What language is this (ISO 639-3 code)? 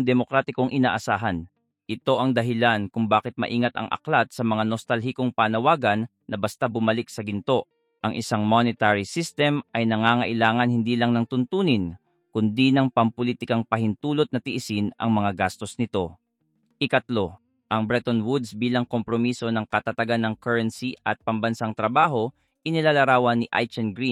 fil